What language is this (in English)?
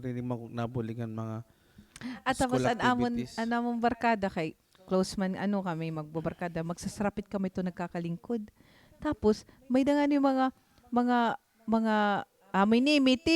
Waray